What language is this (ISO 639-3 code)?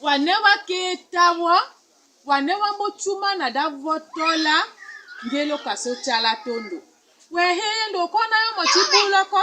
tll